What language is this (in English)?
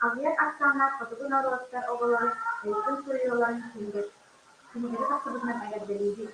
Yakut